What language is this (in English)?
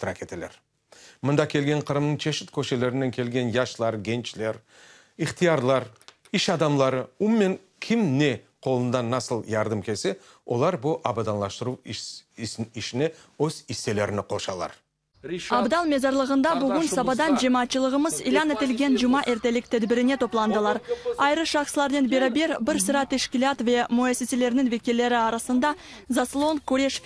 Crimean Tatar